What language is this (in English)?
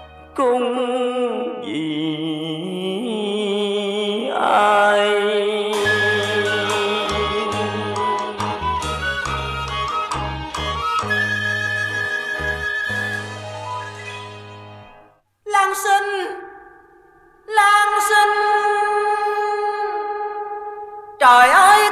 Vietnamese